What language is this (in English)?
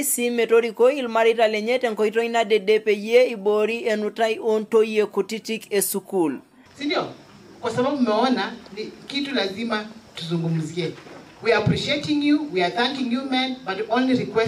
Masai